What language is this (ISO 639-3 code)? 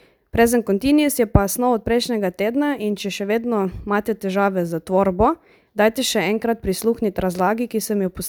slv